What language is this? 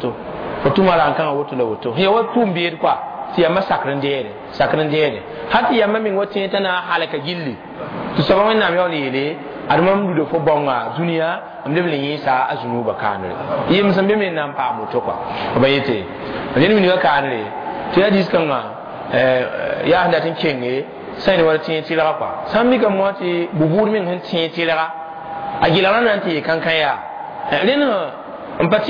Mossi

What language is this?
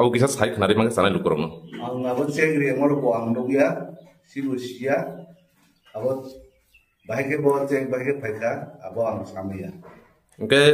Kok Borok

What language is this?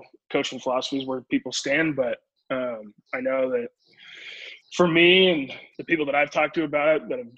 English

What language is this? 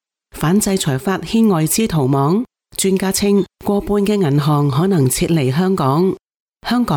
Cantonese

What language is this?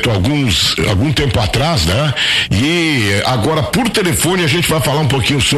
Portuguese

